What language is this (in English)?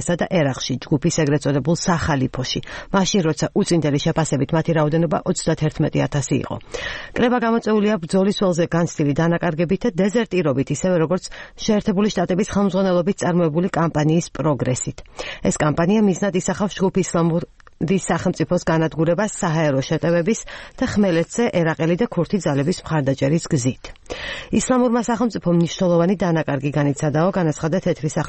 Georgian